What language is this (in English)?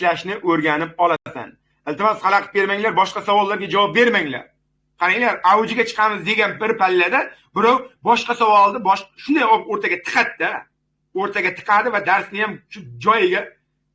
Uzbek